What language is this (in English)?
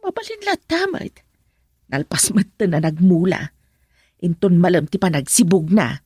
Iloko